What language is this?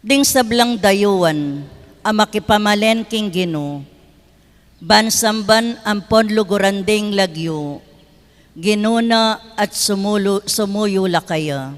Pampanga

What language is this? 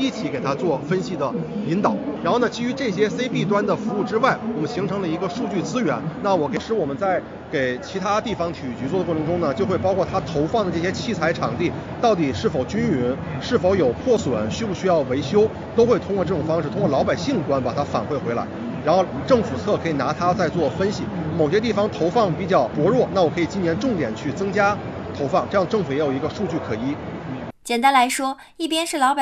Chinese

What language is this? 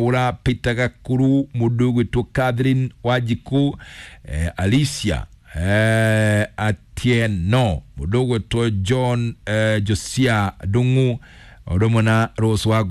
Kikuyu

